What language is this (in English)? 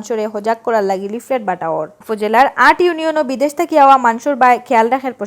Sylheti